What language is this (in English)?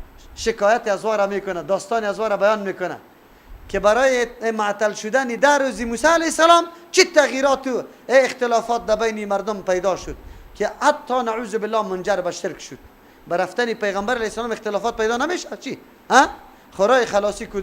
Persian